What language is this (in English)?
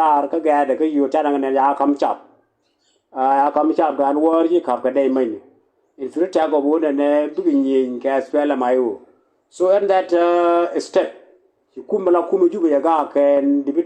Nuer